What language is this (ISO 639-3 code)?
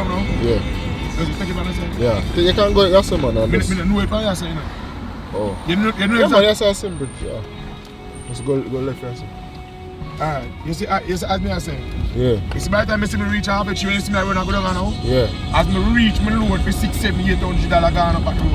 jam